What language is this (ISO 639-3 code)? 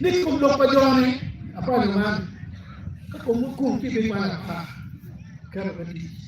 ach